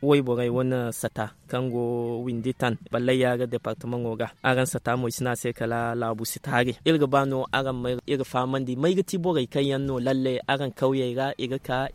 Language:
Zarma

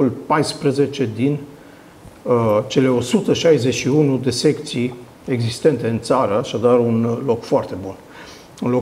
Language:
Romanian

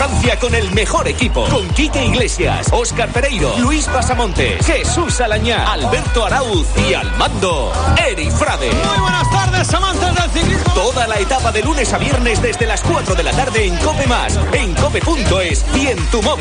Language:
Spanish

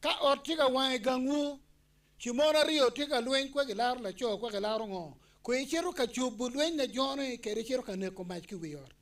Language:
Acoli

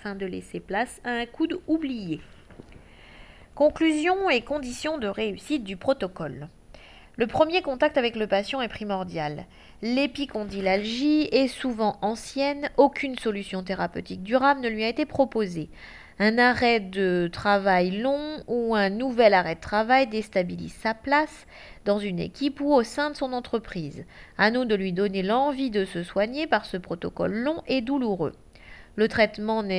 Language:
French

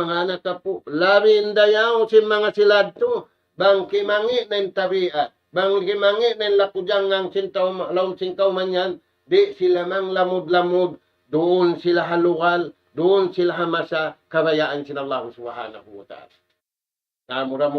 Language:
Tausug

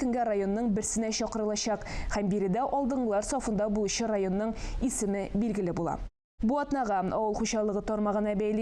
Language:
Tatar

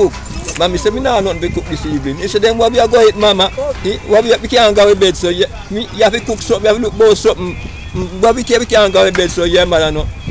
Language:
Jamaican Creole English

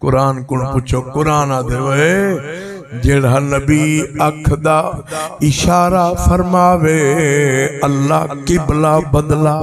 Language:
Saraiki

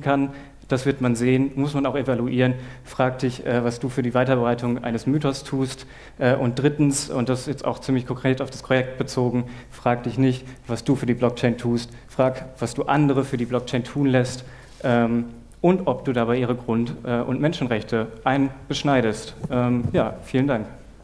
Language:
German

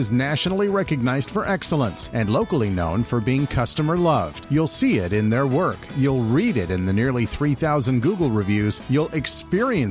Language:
English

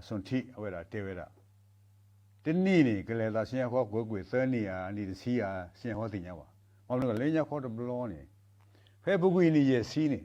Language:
S'gaw Karen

